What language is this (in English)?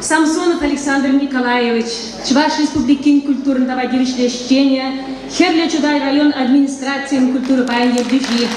Chuvash